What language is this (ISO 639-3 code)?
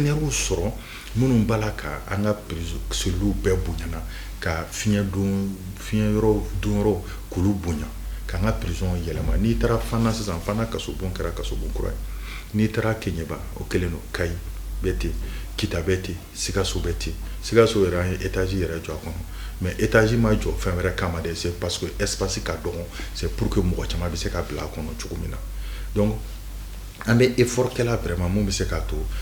bam